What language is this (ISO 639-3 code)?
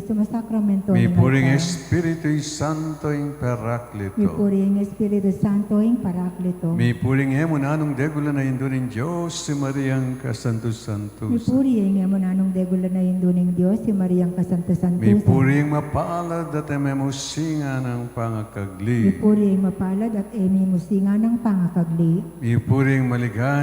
pam